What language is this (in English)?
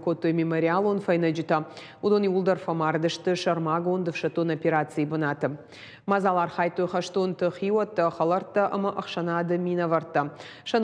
Ossetic